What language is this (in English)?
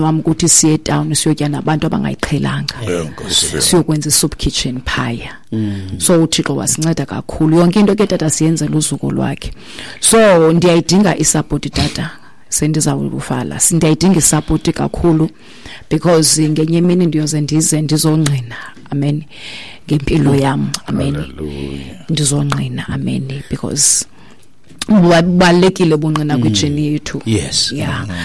Xhosa